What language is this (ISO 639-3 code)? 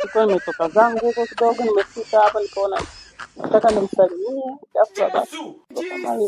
swa